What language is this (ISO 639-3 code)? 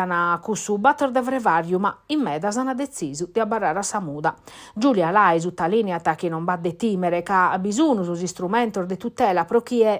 srd